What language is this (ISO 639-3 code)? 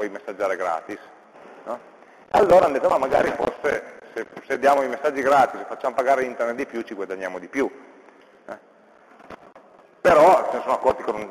ita